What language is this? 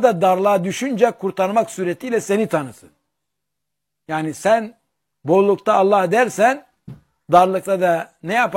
Turkish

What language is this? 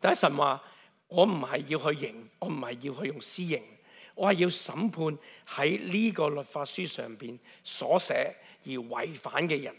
Cantonese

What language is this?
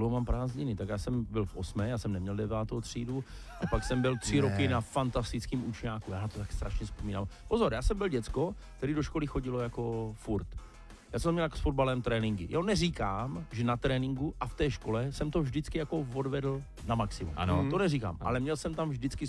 Czech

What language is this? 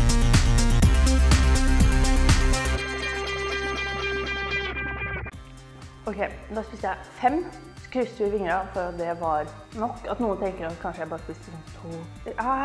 Norwegian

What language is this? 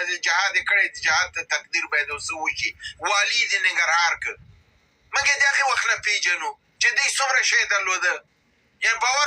Pashto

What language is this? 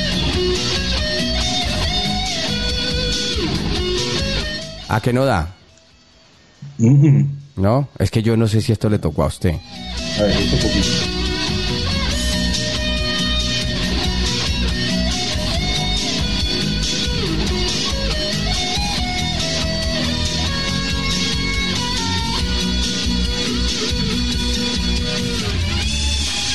Spanish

